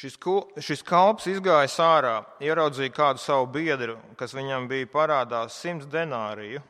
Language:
Latvian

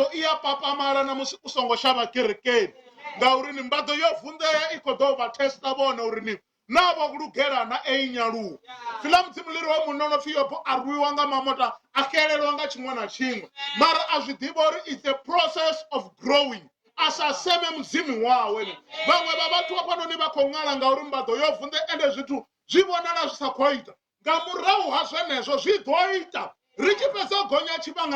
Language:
Venda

